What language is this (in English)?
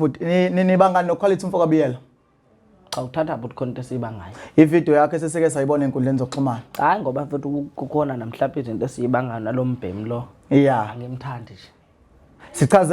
Zulu